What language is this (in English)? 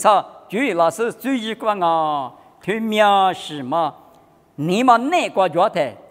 Lisu